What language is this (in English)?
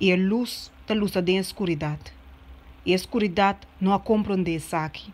Papiamento